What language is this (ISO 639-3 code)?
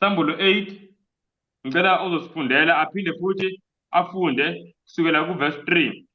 zul